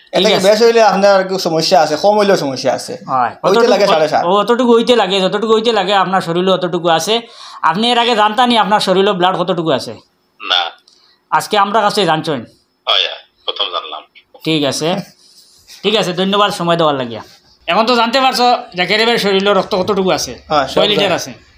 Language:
Sylheti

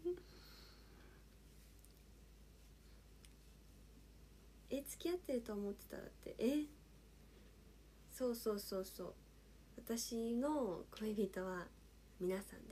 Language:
Japanese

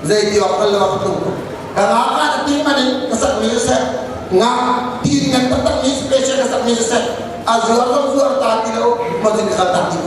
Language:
Hakha Chin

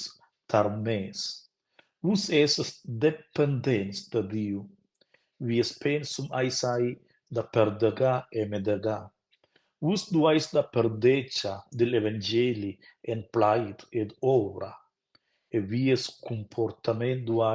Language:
Romansh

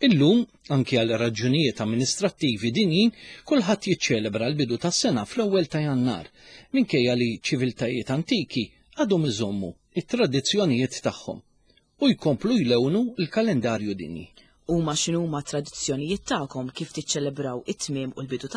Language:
Maltese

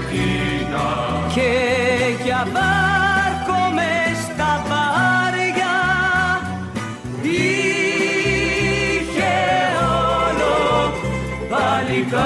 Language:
Greek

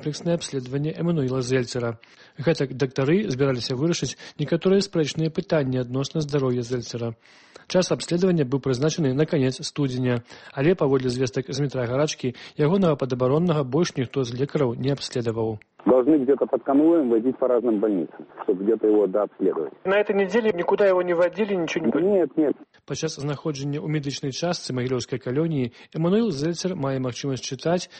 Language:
Belarusian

